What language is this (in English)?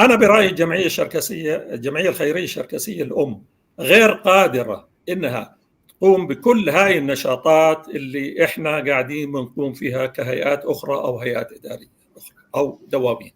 North Levantine Arabic